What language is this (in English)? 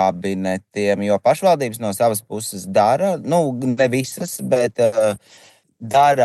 Latvian